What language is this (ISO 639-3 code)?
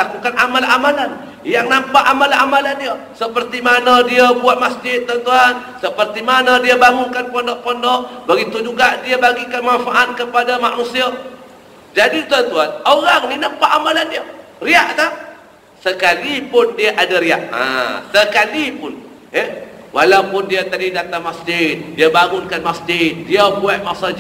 msa